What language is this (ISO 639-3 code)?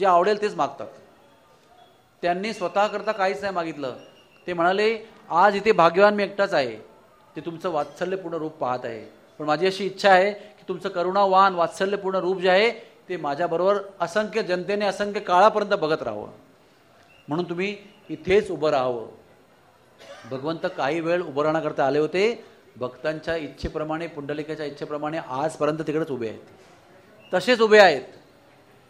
mar